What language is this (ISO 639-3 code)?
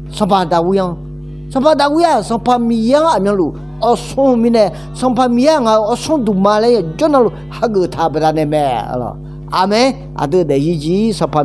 ahk